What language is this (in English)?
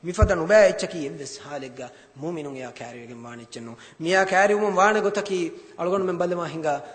Divehi